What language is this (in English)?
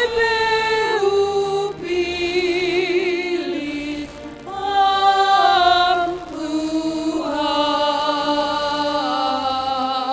Batak Simalungun